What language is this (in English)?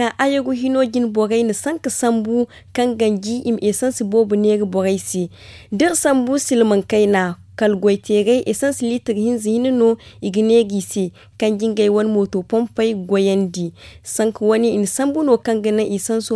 Zarma